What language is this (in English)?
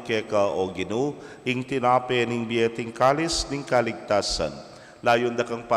Pampanga